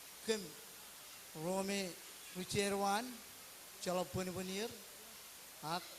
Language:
Marshallese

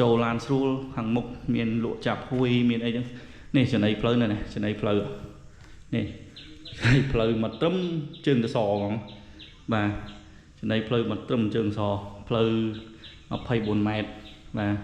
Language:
Khmer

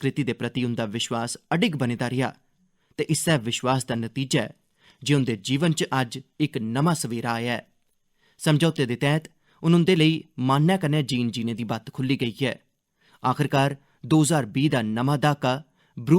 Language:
Dogri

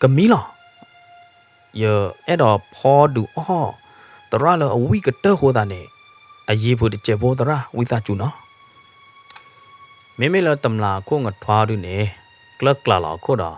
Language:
S'gaw Karen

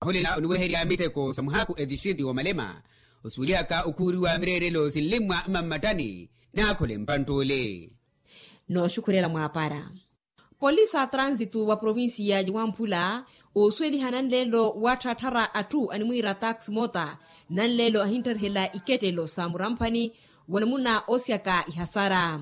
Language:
Makhuwa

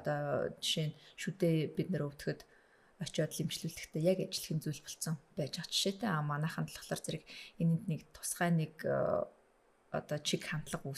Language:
Mongolian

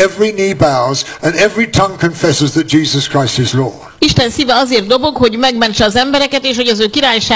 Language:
Hungarian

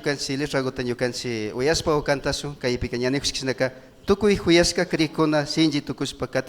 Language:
Imbabura Highland Quichua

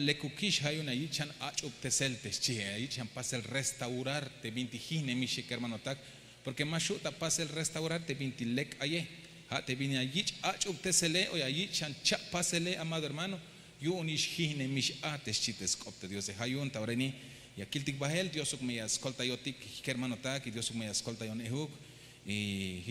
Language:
Tzeltal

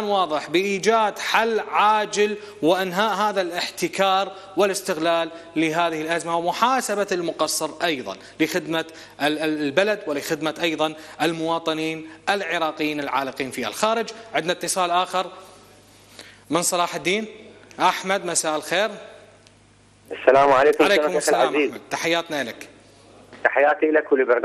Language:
Arabic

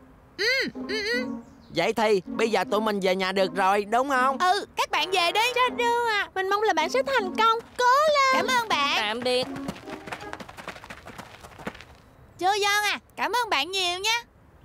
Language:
Vietnamese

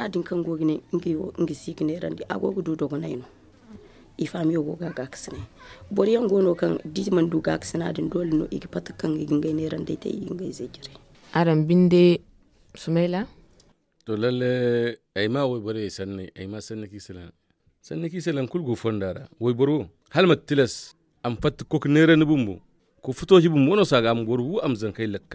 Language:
Zarma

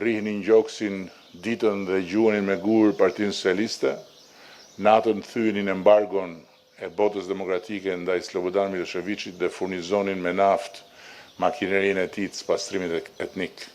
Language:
Albanian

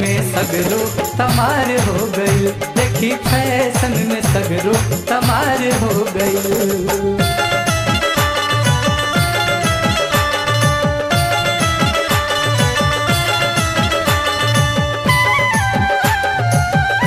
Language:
Bhojpuri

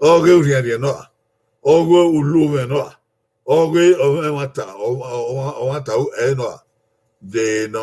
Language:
Bini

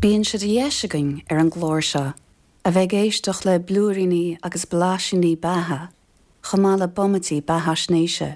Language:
Irish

